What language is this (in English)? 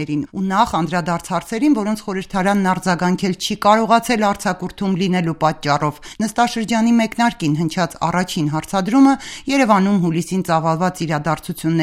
Armenian